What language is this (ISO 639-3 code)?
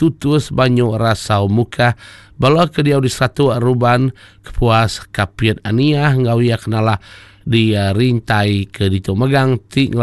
iba